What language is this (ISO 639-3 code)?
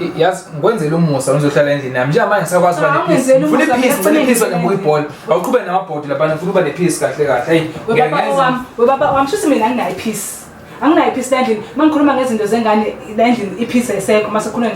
zul